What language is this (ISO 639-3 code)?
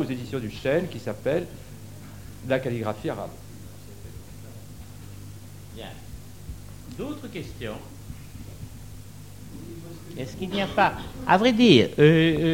fra